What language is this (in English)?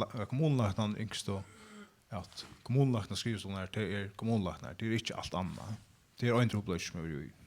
Faroese